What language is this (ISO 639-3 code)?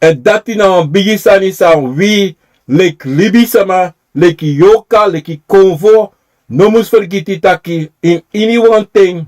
srn